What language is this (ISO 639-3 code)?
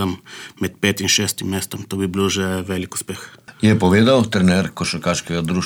slv